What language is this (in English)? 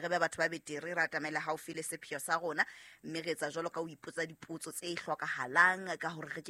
Southern Sotho